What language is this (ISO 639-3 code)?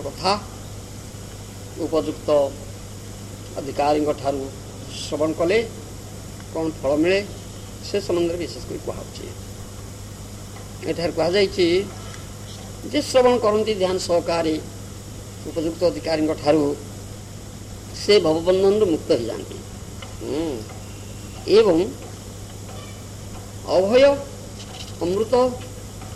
ori